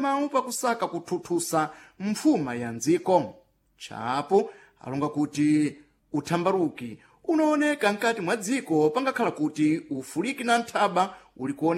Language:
Sena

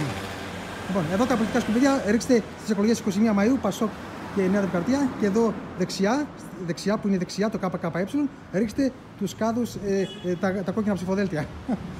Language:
Greek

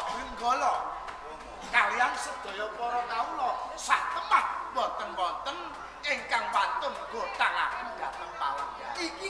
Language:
Javanese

